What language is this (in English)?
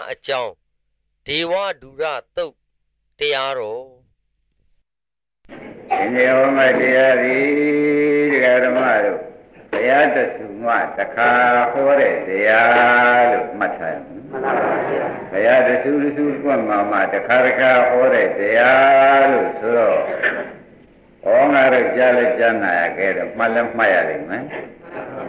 Burmese